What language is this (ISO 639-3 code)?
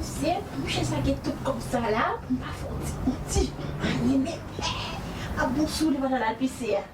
hat